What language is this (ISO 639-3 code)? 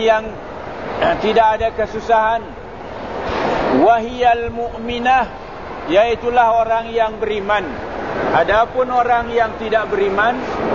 msa